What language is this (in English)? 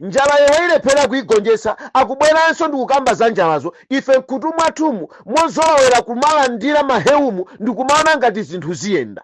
Nyanja